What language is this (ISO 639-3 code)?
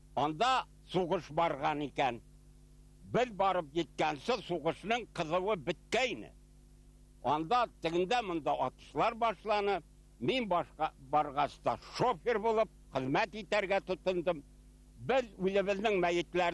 bak